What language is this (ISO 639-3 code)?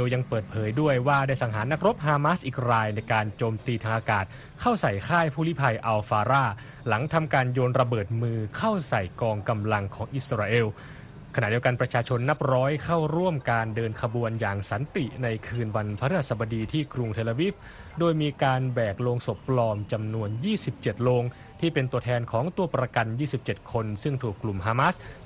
tha